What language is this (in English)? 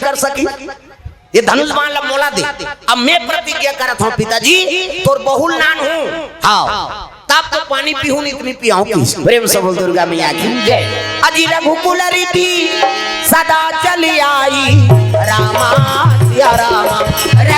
Chhattisgarhi